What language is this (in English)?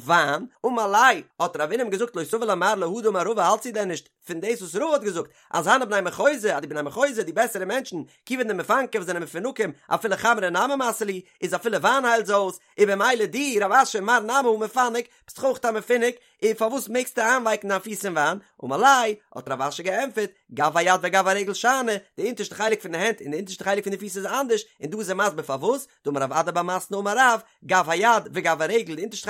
Yiddish